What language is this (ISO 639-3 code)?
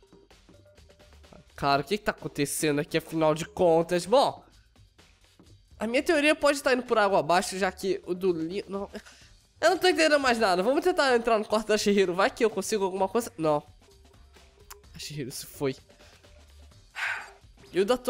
por